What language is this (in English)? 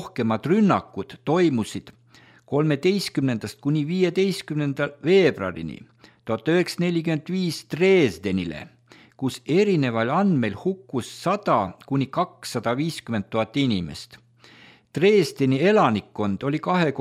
Estonian